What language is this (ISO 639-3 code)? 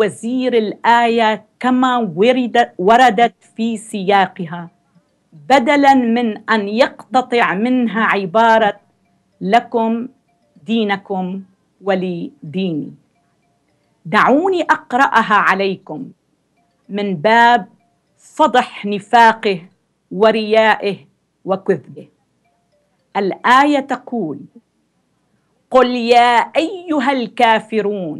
ara